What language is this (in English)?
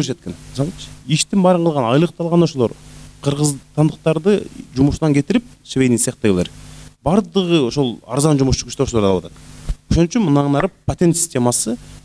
Kyrgyz